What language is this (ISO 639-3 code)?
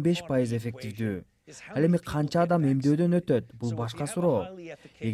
kir